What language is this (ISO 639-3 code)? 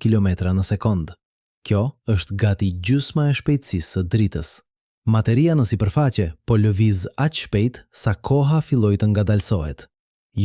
sqi